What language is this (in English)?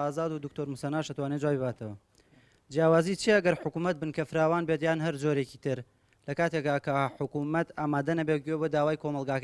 Central Kurdish